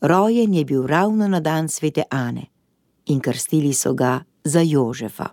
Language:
Slovenian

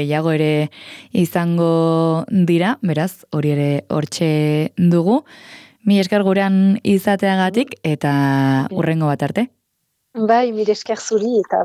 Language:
Basque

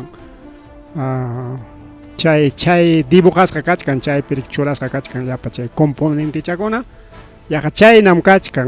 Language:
Ayacucho Quechua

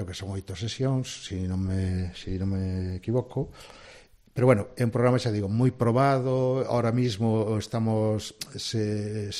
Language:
Galician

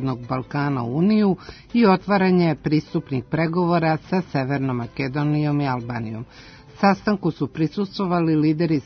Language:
Serbian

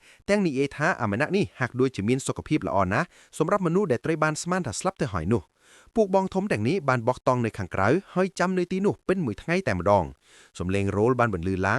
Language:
Khmer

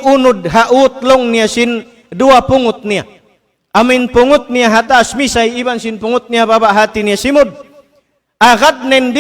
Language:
Tausug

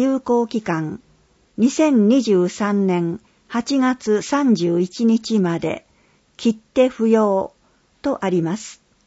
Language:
Japanese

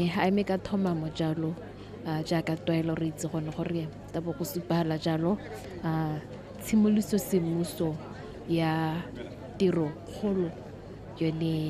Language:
Tswana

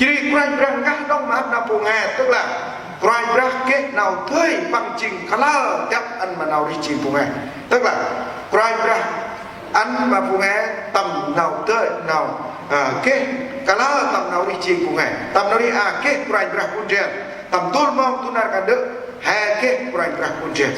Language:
Central Mnong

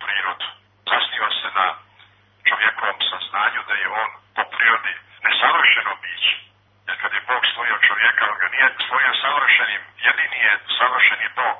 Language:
Bosnian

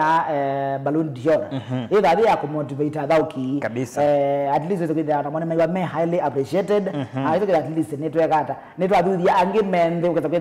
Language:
Kamba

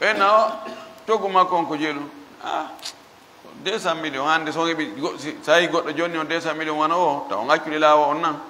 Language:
Fula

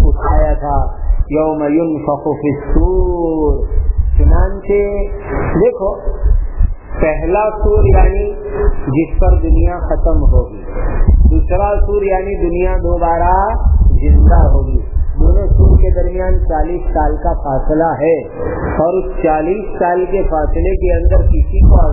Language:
Urdu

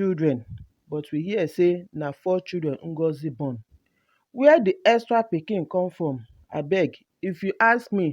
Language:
Nigerian Pidgin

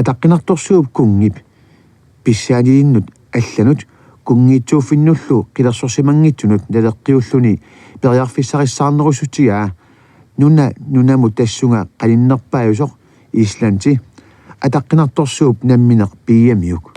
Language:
Kalaallisut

